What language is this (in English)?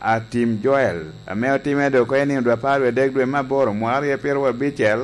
Lango (Uganda)